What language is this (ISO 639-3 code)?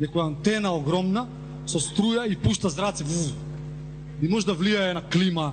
mkd